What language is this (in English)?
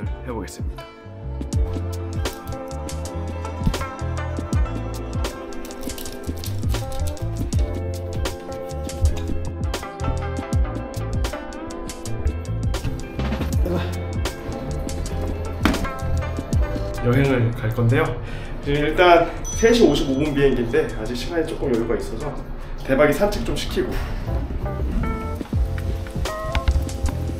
Korean